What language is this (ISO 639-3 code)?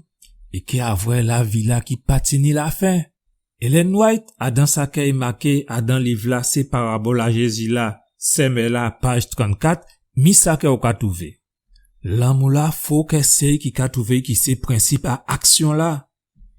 gcf